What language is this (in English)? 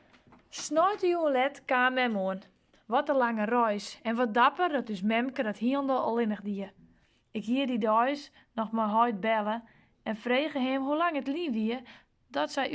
Western Frisian